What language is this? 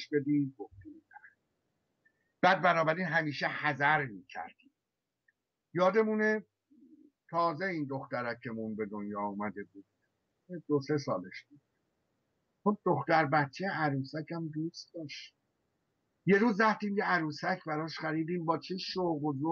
Persian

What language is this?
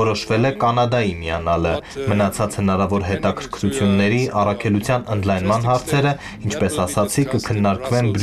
Armenian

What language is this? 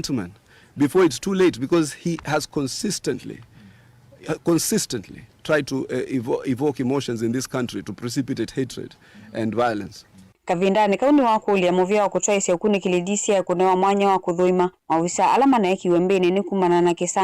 Kamba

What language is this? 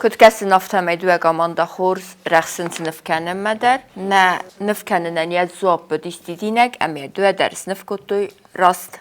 Ossetic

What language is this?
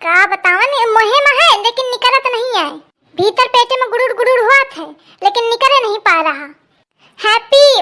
Awadhi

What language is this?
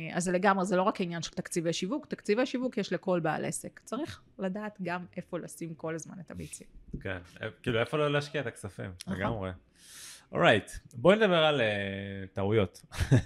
Hebrew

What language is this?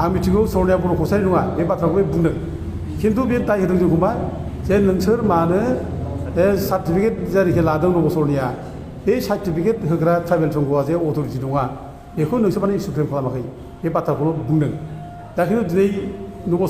Bodo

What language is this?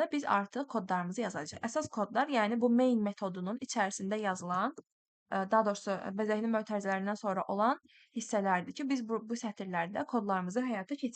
Azerbaijani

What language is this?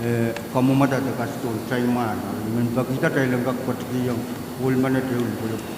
Pohnpeian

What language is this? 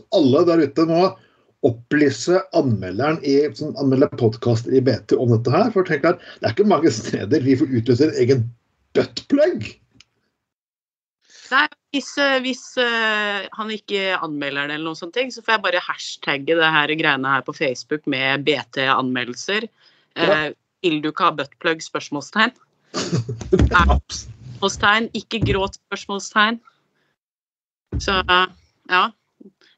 Norwegian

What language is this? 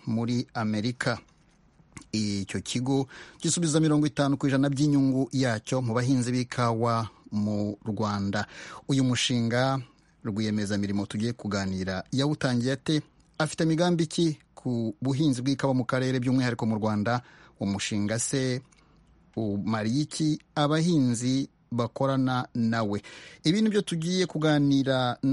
Kinyarwanda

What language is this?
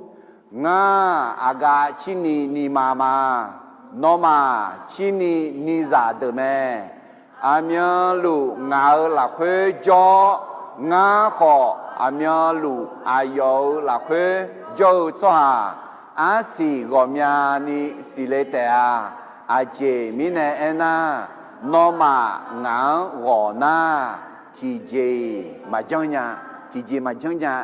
Akha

